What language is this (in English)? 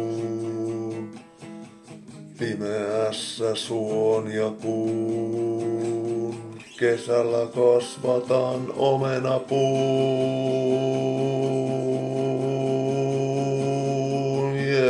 Finnish